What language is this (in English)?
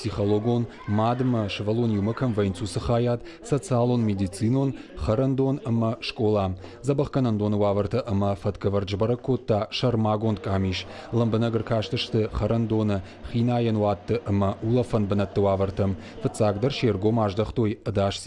Ossetic